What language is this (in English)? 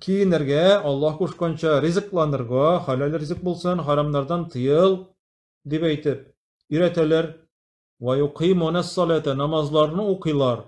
Tatar